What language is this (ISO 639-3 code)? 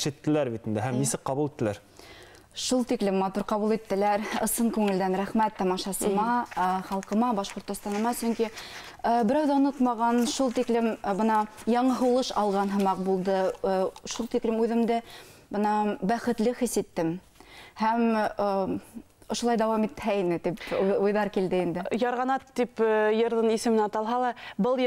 bak